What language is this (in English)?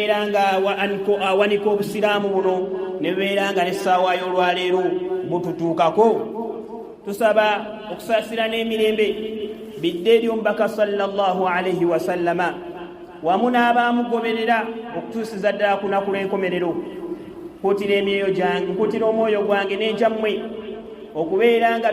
Ganda